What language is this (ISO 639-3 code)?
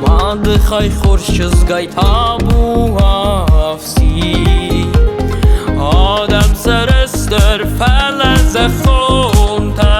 oss